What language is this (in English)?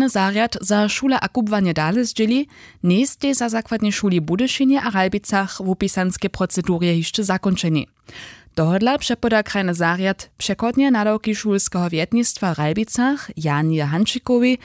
Upper Sorbian